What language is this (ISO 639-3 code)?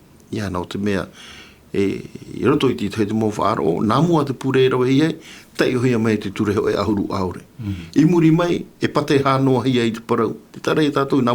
tah